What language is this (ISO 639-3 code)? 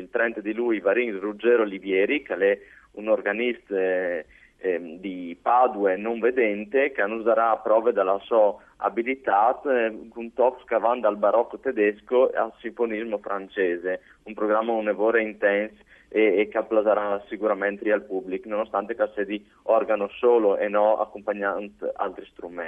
fur